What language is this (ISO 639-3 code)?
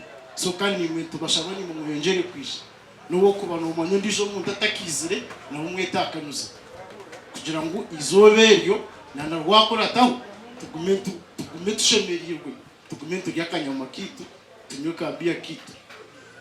nyn